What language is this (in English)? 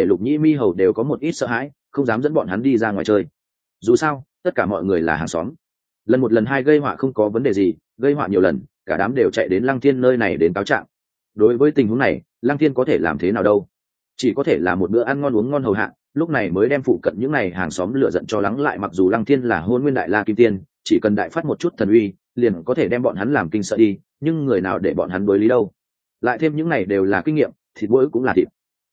Vietnamese